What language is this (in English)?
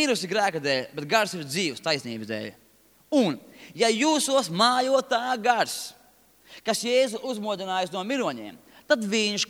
Latvian